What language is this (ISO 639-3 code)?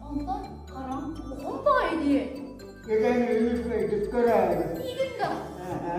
sah